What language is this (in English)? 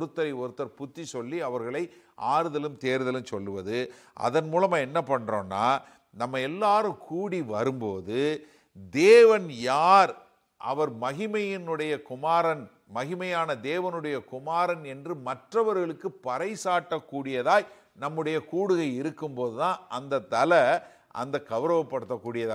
Tamil